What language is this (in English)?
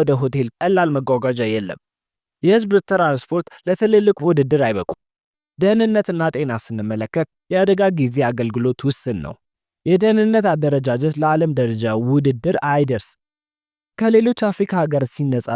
Amharic